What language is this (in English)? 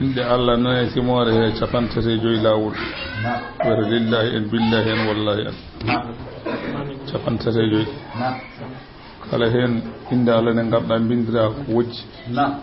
Fula